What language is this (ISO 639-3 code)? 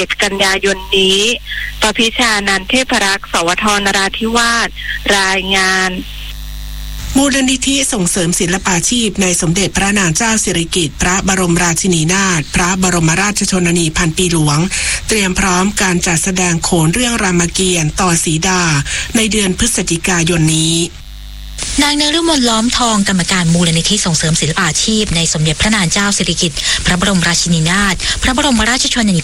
tha